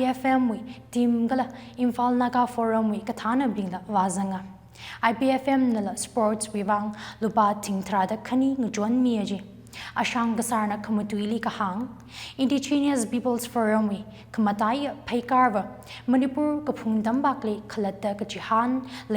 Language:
Tangkhul Naga (India)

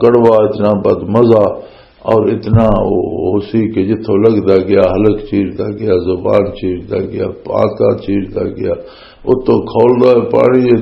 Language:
Western Panjabi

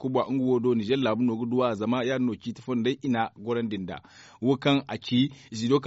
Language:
Zarma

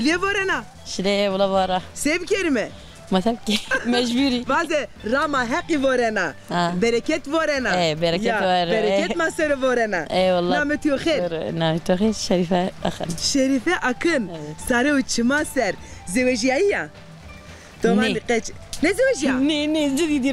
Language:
Zaza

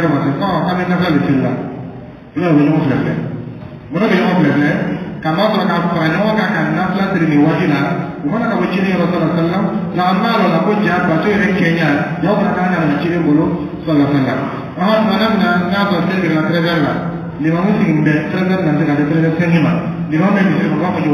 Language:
Dyula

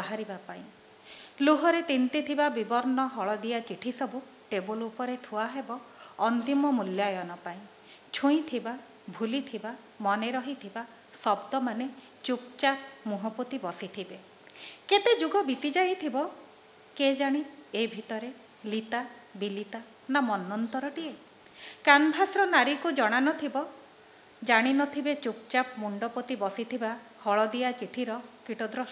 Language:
Odia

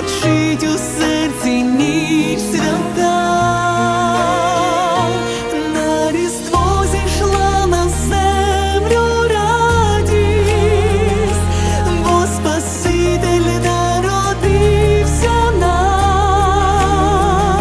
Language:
Ukrainian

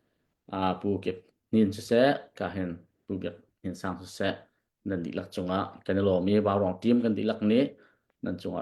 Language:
Hakha Chin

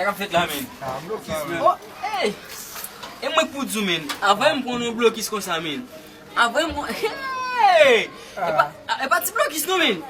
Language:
Haitian Creole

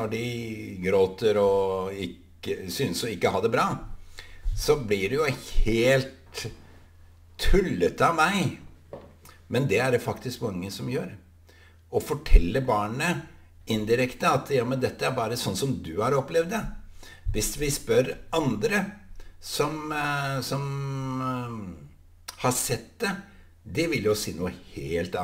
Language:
Norwegian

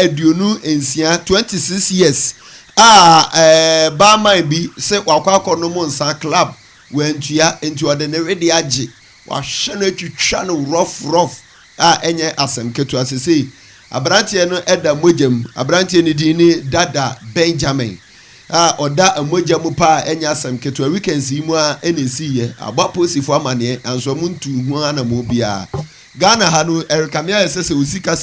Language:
Akan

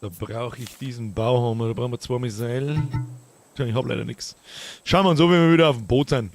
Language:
Bavarian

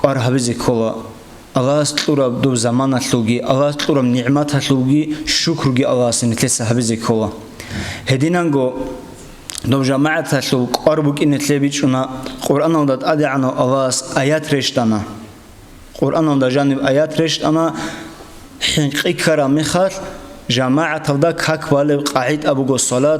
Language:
Avaric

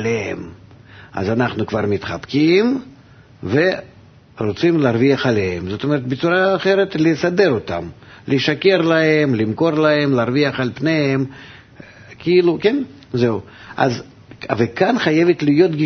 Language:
Hebrew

